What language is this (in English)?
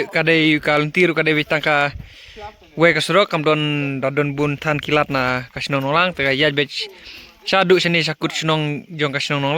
Khasi